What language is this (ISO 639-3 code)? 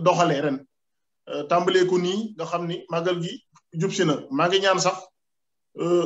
wol